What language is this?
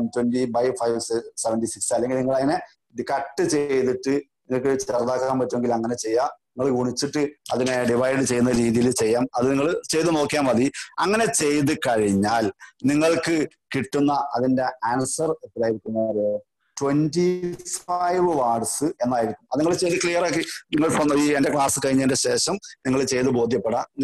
Malayalam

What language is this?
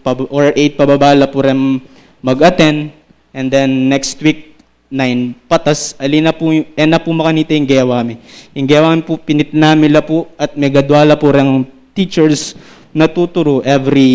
Pampanga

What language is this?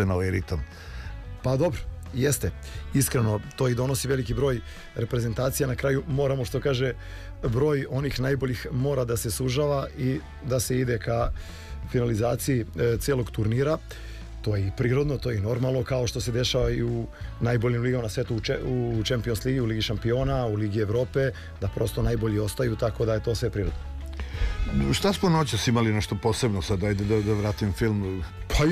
Serbian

